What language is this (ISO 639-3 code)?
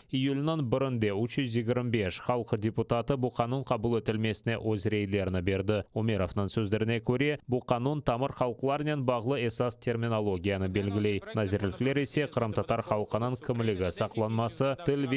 crh